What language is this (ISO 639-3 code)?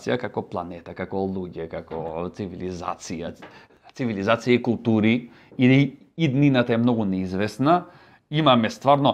mkd